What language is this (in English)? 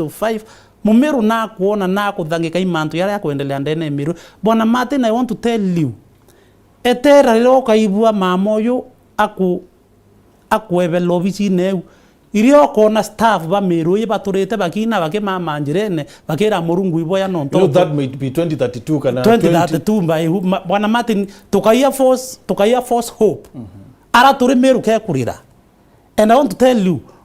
Meru